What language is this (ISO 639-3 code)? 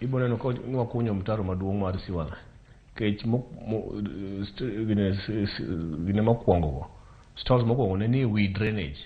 luo